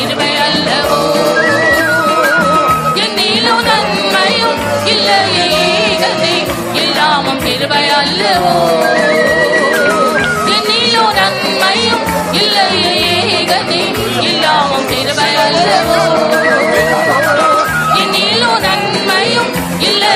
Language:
Tamil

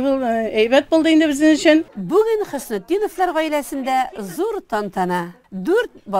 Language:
Tatar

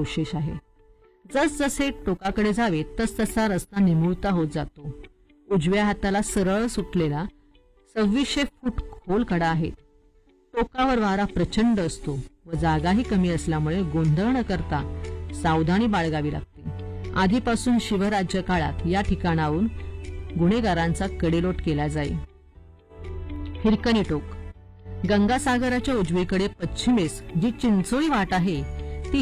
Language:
Marathi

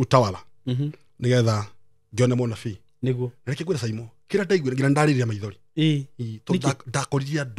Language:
Kikuyu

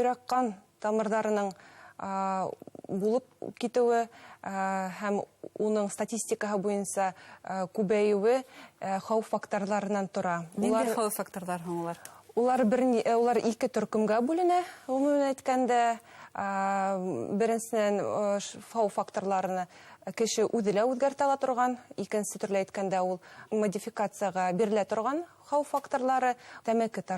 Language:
Bashkir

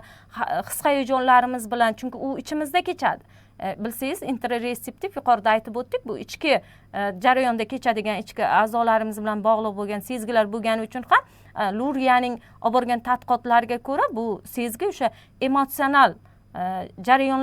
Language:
Uzbek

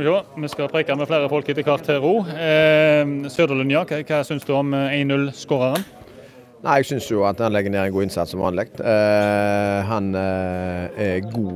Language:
Norwegian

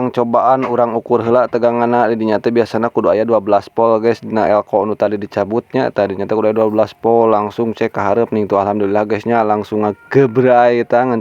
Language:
Sundanese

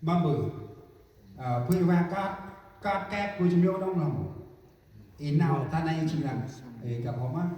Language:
Central Mnong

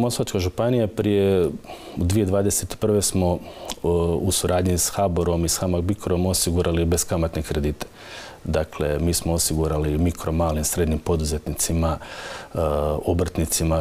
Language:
Croatian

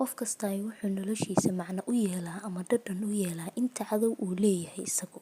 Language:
Somali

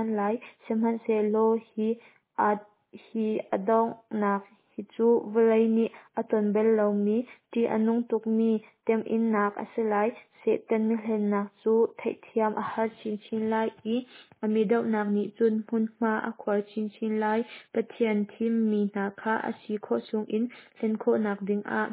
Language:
Hakha Chin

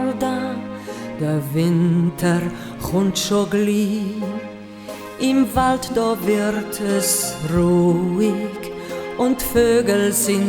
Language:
Swiss German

